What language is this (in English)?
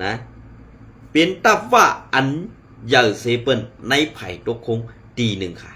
Shan